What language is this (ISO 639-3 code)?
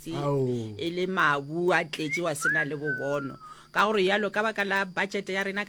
nso